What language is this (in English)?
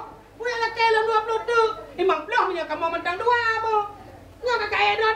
Achinese